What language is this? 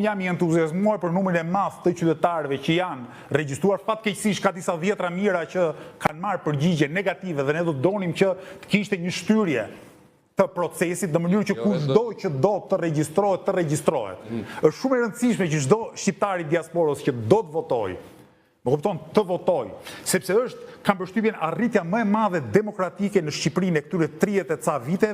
Albanian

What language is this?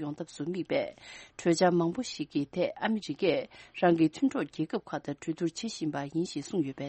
Tibetan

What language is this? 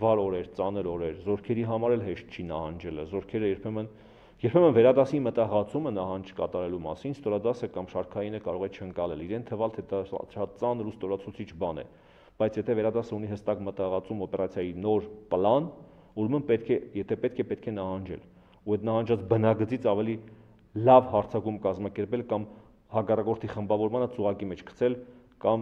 Armenian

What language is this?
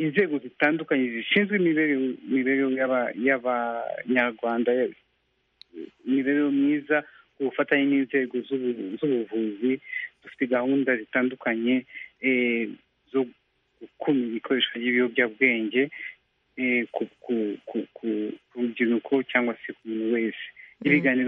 Kinyarwanda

